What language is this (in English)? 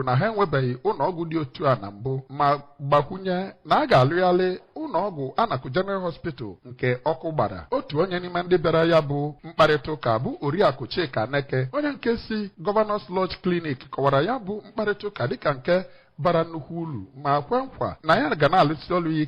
Igbo